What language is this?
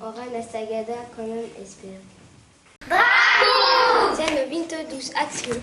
Occitan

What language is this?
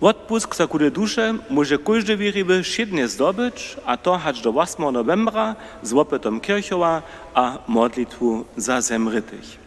Upper Sorbian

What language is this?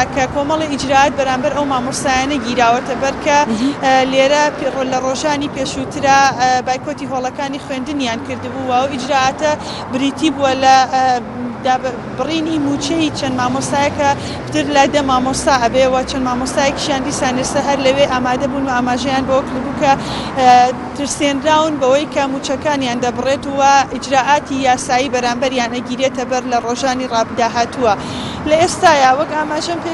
Central Kurdish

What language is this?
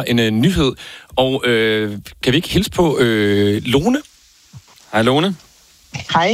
Danish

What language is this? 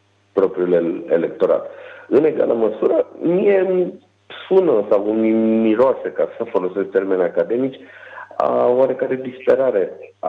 Romanian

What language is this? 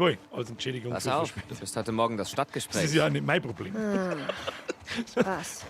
Bavarian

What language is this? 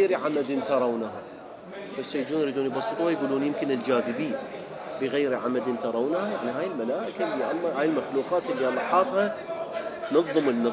Mesopotamian Arabic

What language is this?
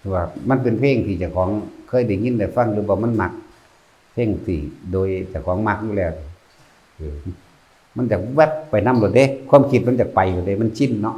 Lao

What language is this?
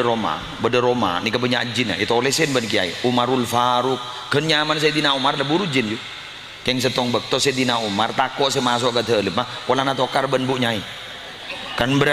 Madurese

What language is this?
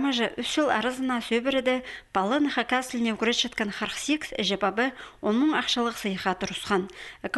Khakas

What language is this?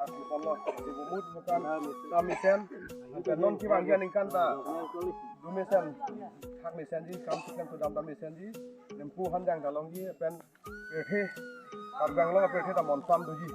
Karbi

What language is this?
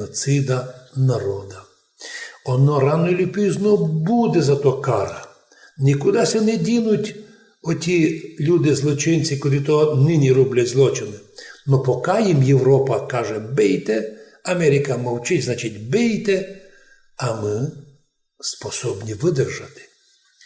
Rusyn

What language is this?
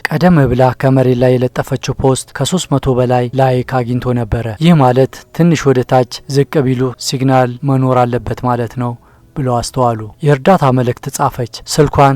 Amharic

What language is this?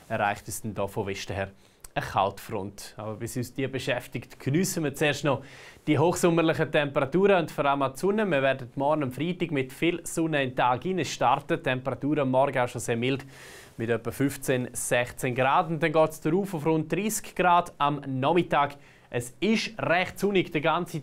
Swiss German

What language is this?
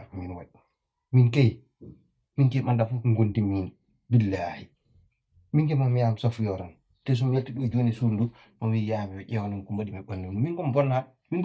Fula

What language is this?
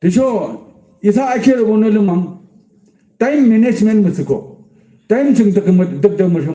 Yimchungru Naga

